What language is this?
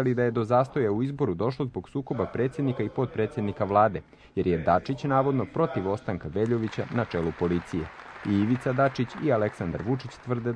Serbian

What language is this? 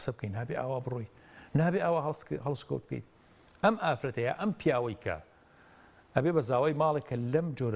Central Kurdish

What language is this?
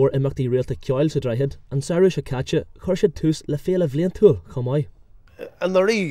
Irish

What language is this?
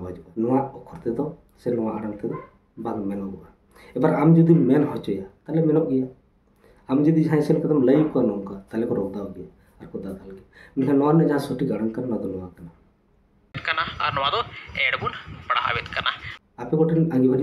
Santali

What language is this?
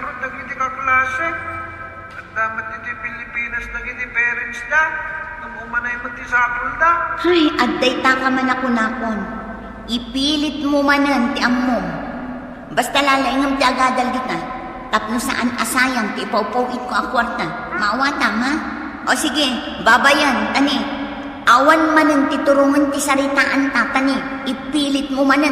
Iloko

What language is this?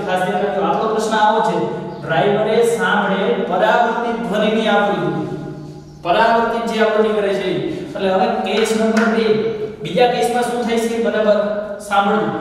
Gujarati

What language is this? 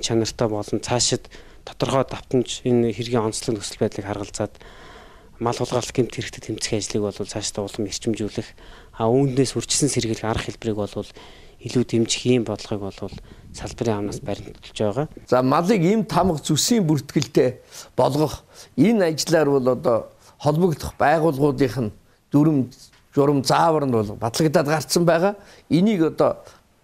Mongolian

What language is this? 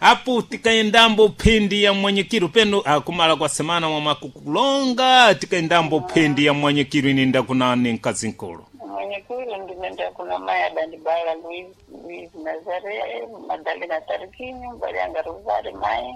Sena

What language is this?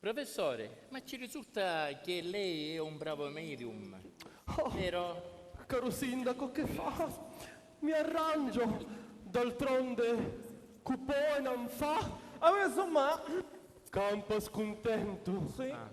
Sicilian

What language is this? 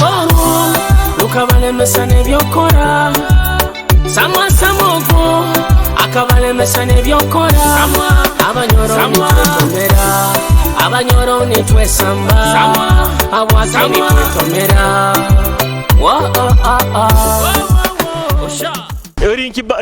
Nyoro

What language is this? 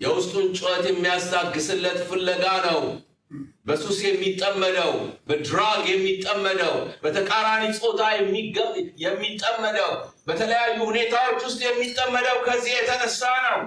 Amharic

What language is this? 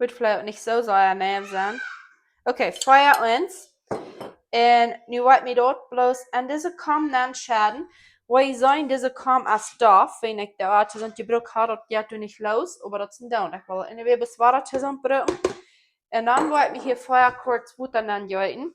Plautdietsch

